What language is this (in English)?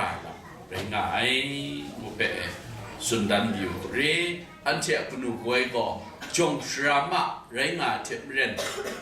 Kachin